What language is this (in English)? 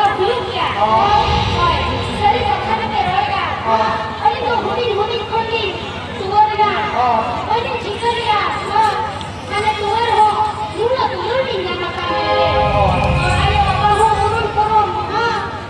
Santali